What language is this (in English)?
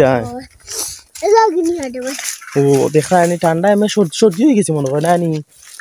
Sylheti